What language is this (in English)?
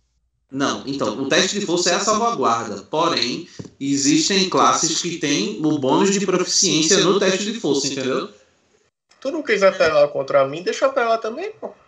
Portuguese